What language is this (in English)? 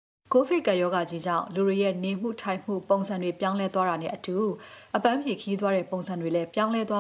Burmese